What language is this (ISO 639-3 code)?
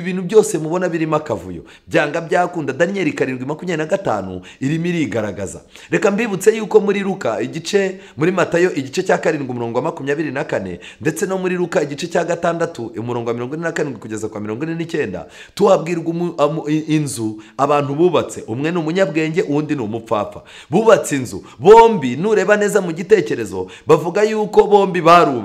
kin